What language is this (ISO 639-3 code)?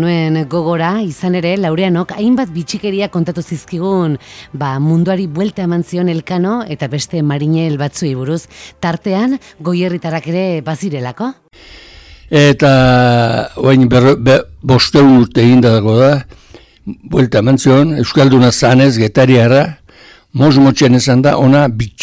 eus